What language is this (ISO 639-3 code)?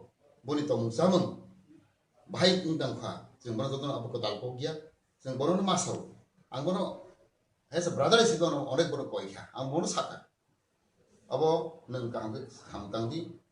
trp